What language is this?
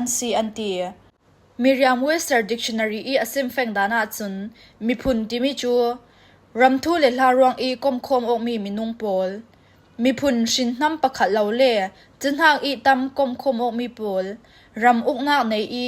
Falam Chin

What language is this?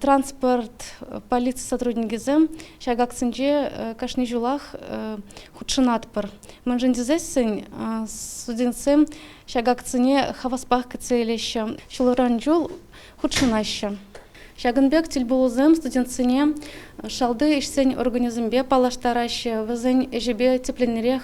Chuvash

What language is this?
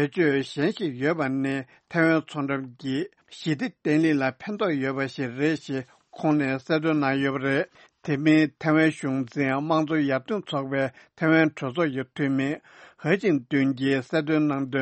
Tibetan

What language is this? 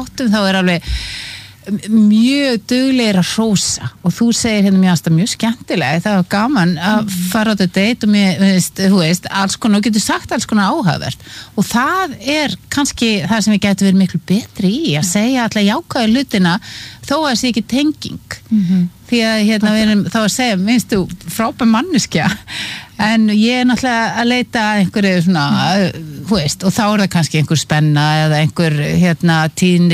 Icelandic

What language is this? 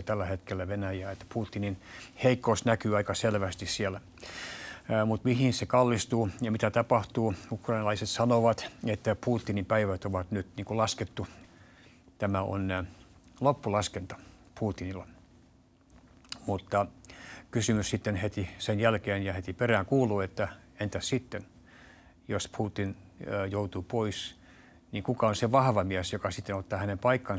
Finnish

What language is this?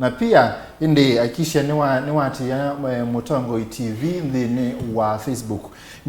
Kamba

